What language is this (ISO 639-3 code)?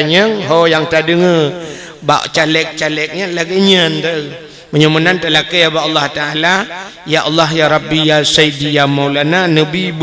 ace